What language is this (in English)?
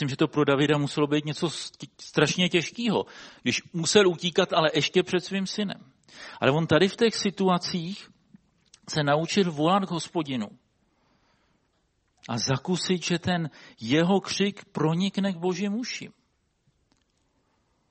Czech